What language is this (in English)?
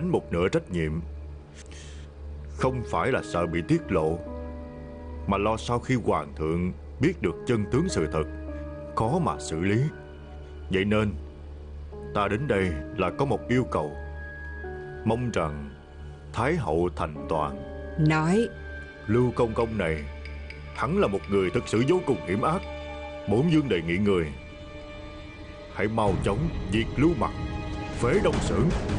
Vietnamese